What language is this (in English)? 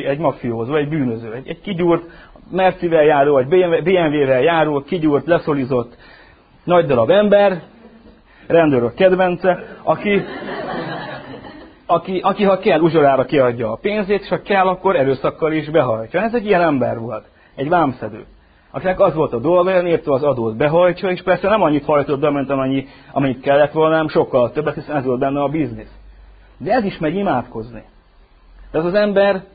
Hungarian